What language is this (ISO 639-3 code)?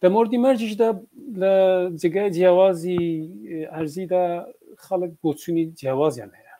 ckb